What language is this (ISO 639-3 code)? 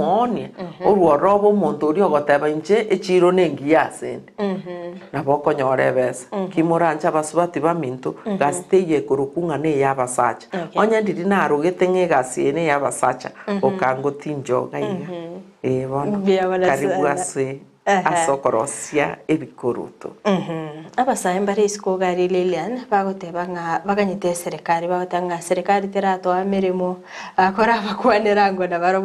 guz